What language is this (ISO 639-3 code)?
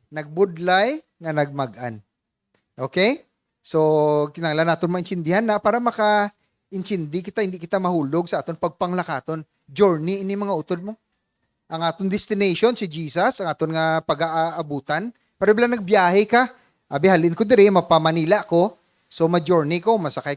hil